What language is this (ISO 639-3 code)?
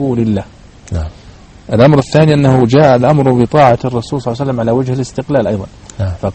ara